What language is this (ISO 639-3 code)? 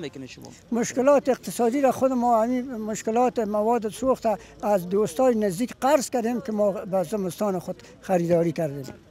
fas